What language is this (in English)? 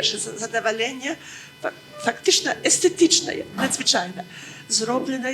Belarusian